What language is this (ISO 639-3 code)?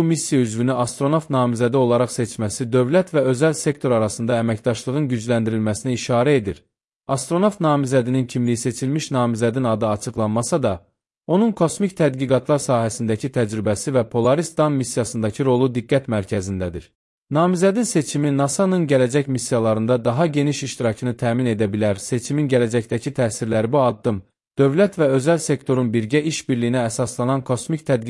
aze